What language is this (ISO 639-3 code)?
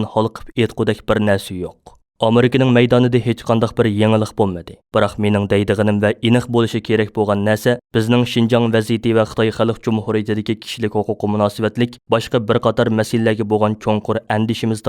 uig